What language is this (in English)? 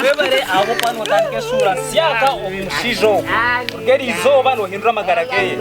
Nyankole